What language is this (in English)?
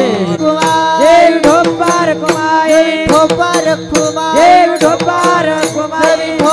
Marathi